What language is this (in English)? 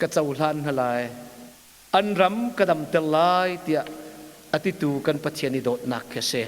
Hakha Chin